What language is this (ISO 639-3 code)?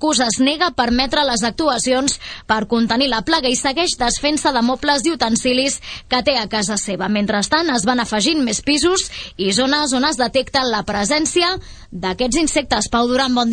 cat